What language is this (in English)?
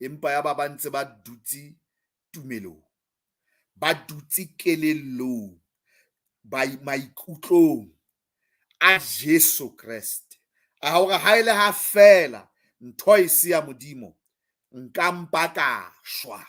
Southern Sotho